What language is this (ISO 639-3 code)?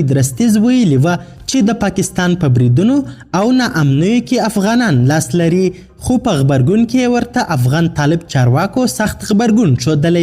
pus